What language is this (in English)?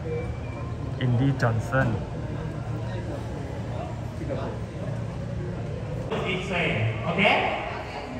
Thai